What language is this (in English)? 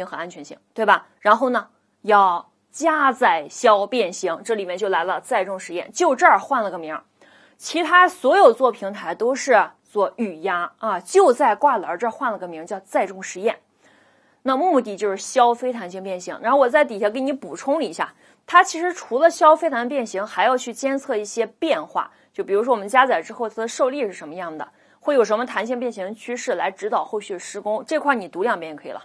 Chinese